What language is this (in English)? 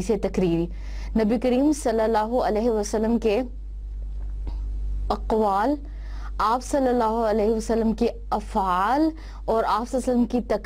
Urdu